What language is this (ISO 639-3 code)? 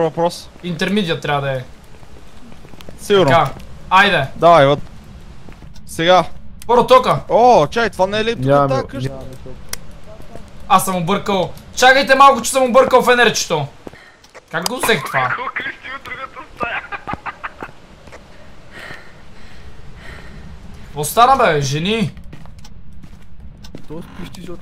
bul